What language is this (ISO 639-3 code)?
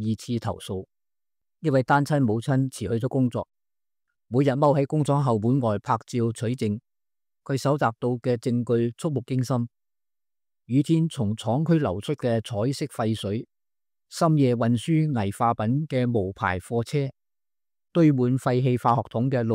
yue